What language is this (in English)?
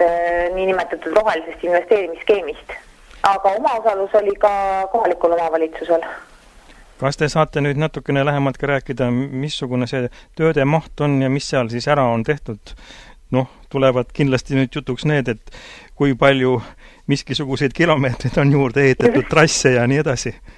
Estonian